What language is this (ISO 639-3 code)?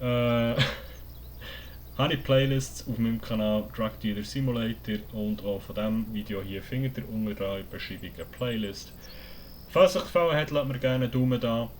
gsw